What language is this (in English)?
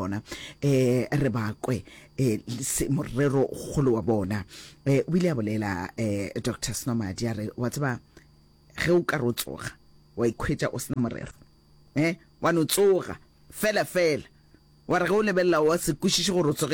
Northern Sotho